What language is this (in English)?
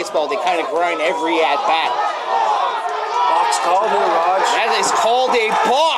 English